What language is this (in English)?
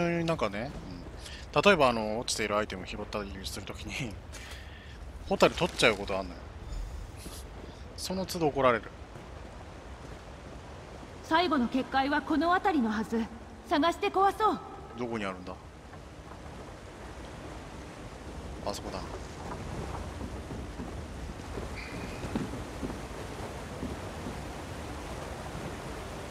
Japanese